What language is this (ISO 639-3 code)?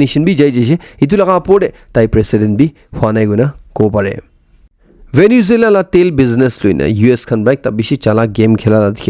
nag